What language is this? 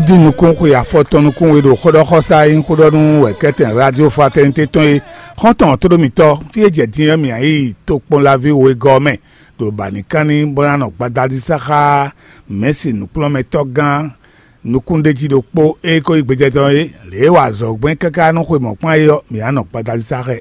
Fon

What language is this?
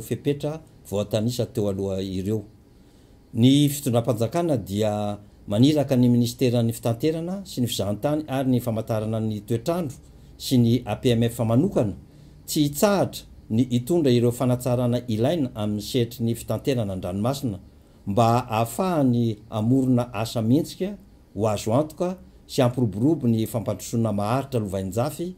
Malagasy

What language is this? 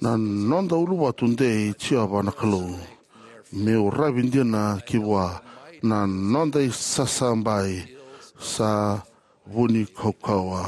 Fijian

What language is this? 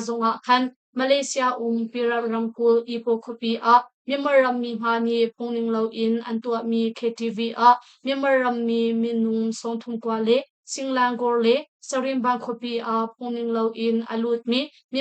Hakha Chin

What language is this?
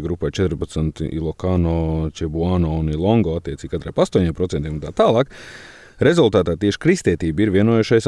Latvian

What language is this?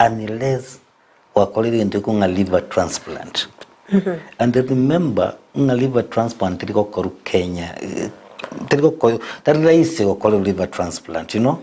Gusii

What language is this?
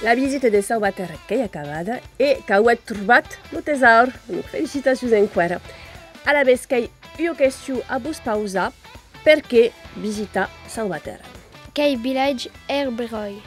Occitan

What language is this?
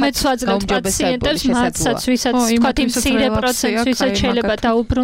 Georgian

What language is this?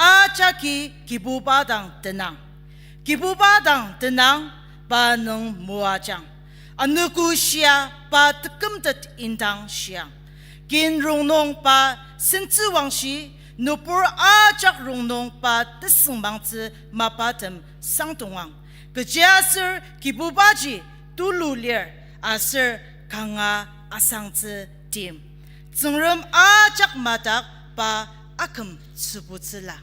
Ao Naga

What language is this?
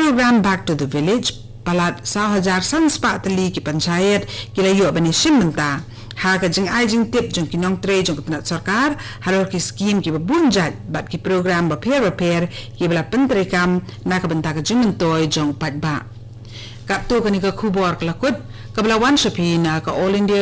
Khasi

